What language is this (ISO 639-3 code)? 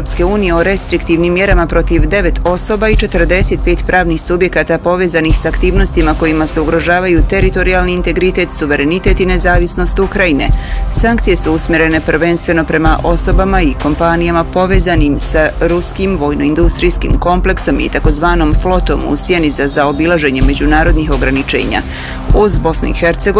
bos